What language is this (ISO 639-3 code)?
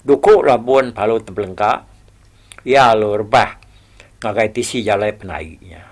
iba